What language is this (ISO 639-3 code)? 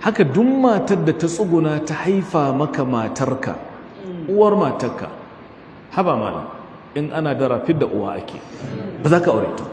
hau